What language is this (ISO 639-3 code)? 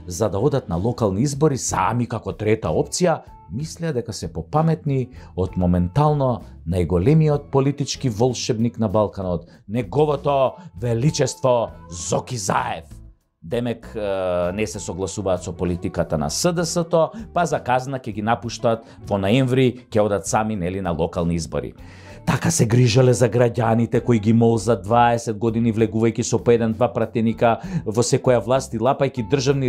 mkd